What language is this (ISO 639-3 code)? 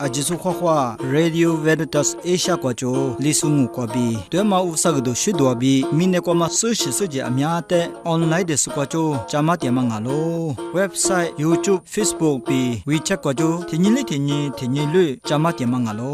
lis